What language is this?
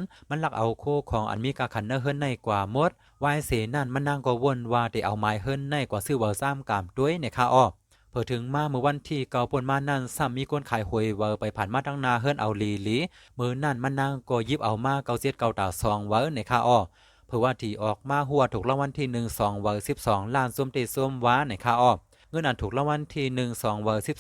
Shan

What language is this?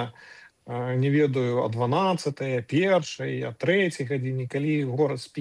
Belarusian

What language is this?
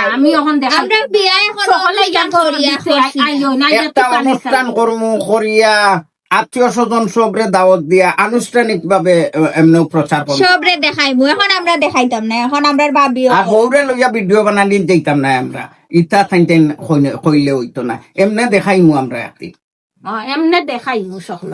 Sylheti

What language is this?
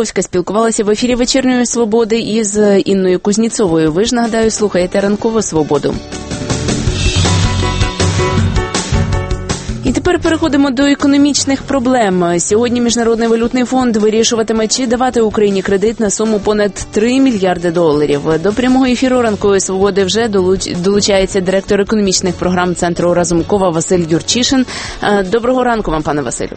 Ukrainian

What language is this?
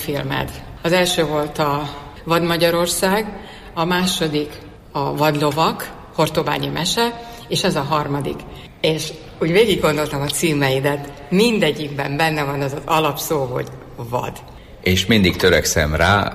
Hungarian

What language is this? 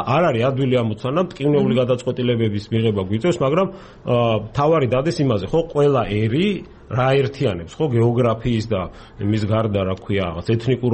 Georgian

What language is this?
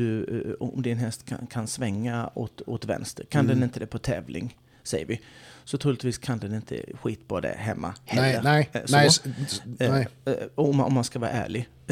Swedish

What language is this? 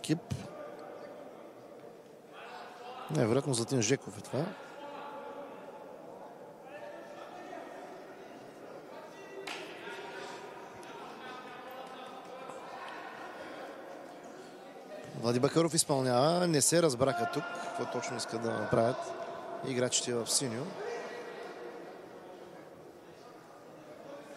Bulgarian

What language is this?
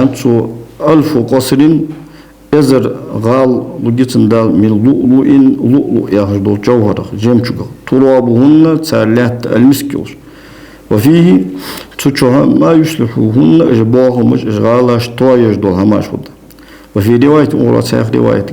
Ingush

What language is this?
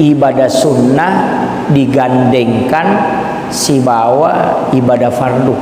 Buginese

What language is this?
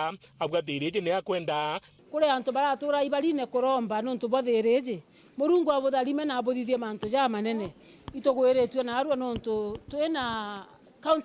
Meru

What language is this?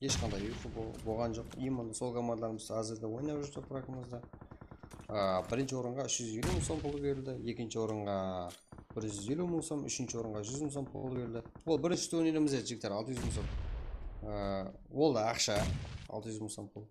Kara-Kalpak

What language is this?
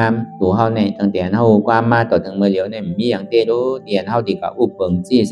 Shan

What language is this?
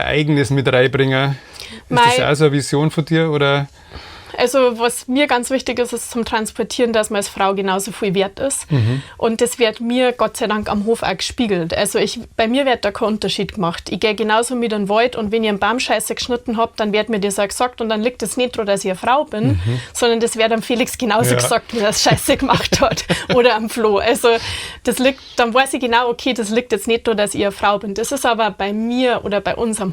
Bavarian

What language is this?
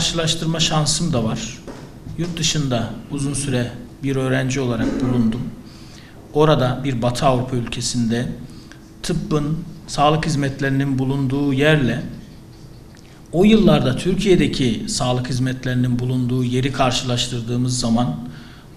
Turkish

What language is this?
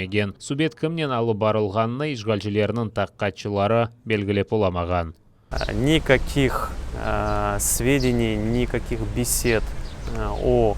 Crimean Tatar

